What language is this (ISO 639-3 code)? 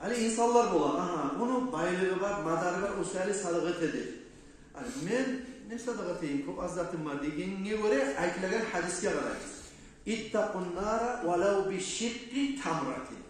kum